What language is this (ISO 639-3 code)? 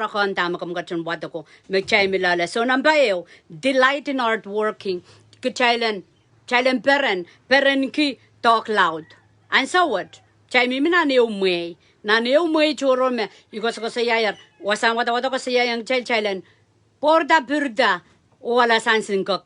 pon